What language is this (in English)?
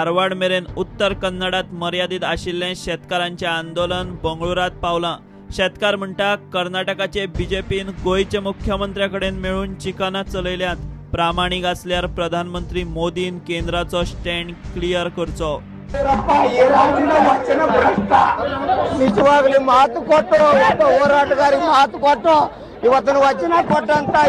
Konkani